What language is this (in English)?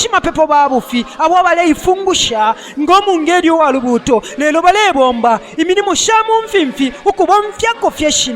Bemba